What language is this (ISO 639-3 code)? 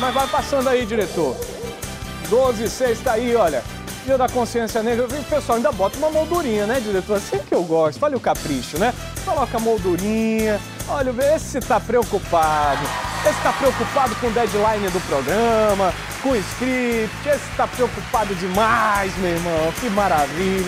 por